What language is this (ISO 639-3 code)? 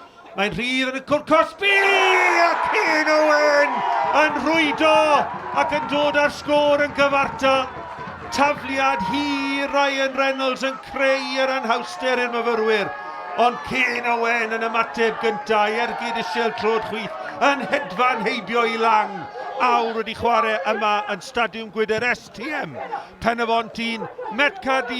cym